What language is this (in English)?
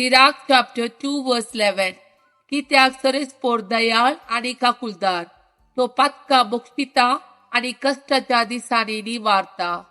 Konkani